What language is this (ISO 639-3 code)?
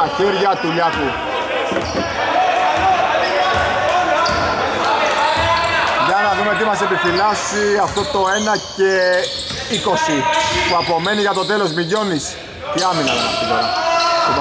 ell